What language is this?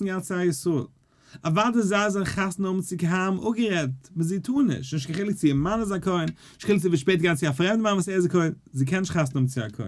Yiddish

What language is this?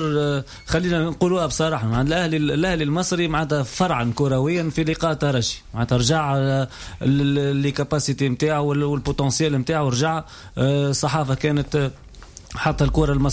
Tunisian Arabic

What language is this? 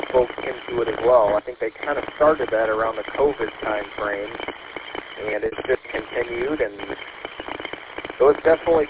English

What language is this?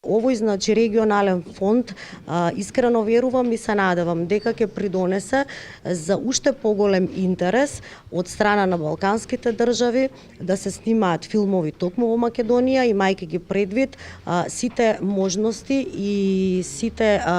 Macedonian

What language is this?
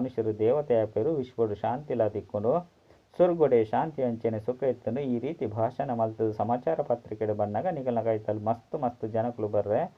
Tulu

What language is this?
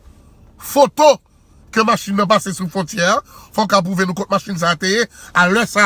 Haitian Creole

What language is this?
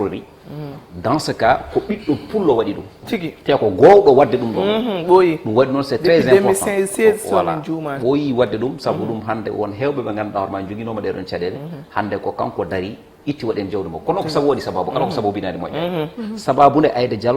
Fula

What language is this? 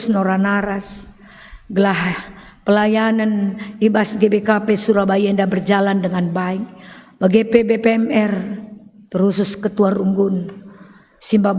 Batak Karo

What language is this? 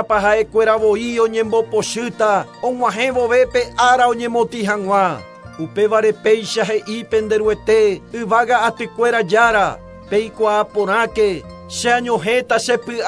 Guarani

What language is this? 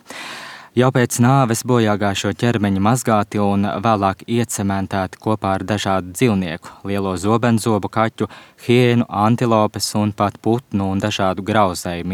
Latvian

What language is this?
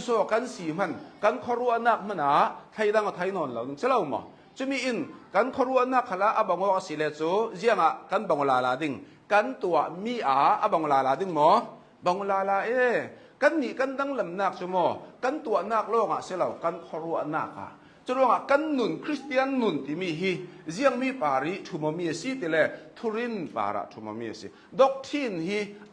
Hakha Chin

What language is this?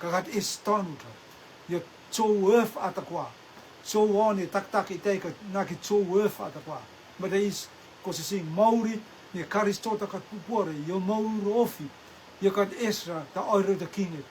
Rotuman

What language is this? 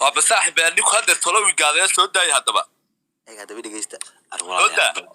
Somali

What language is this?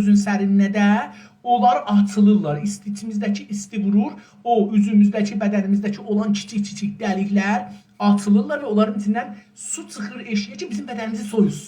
South Azerbaijani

